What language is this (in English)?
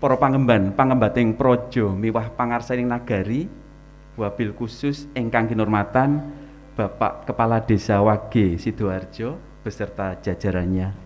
Javanese